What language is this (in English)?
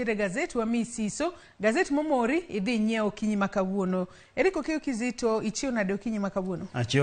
Luo (Kenya and Tanzania)